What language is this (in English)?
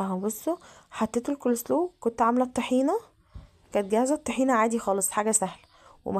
Egyptian Arabic